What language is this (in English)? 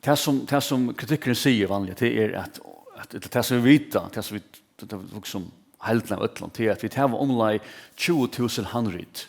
Faroese